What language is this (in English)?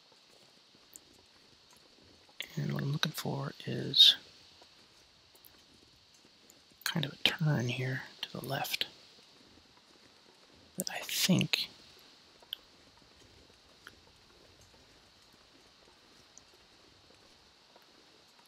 English